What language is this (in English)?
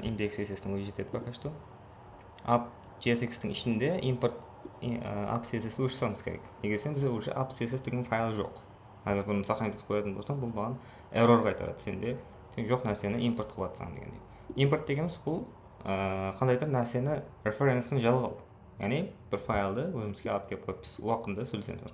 Kara-Kalpak